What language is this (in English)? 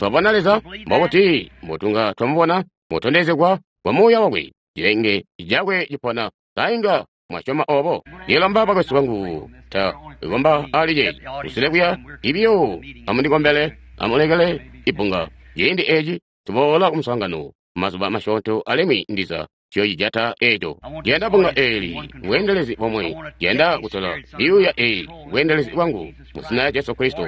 Tonga (Zambia)